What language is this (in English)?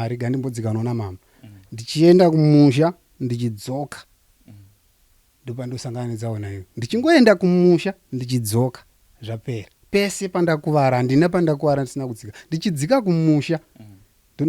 Shona